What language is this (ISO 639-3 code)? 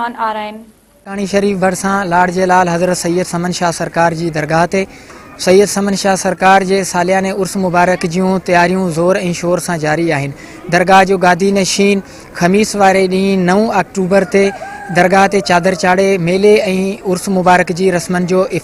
snd